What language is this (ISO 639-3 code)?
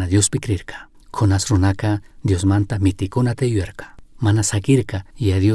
qug